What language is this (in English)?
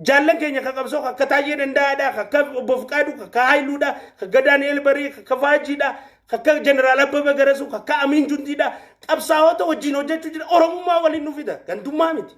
Oromo